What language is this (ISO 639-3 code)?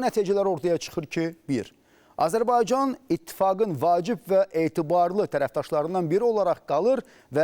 aze